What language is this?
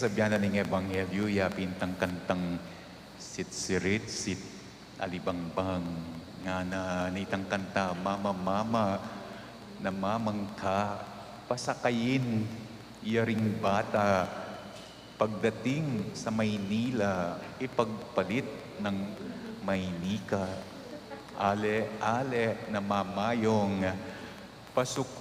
Pampanga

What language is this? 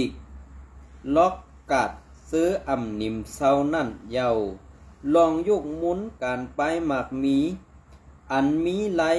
Shan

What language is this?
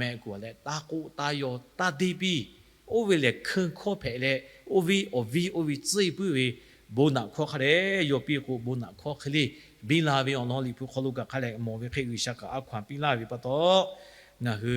Lahu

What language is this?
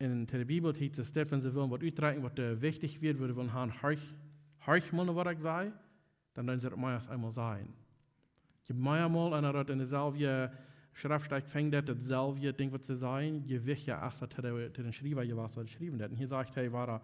Plautdietsch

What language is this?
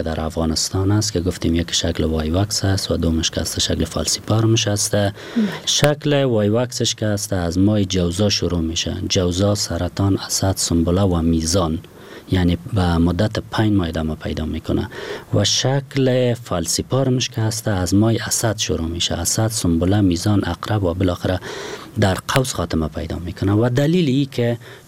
Persian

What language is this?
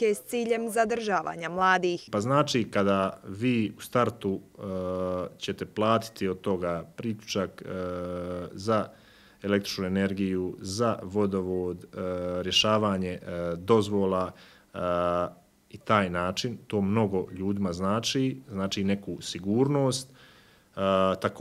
Croatian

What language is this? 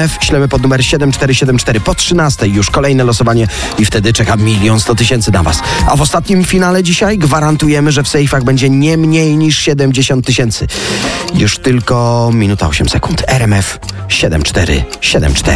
Polish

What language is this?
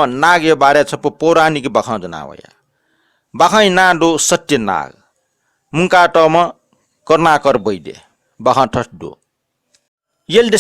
Newari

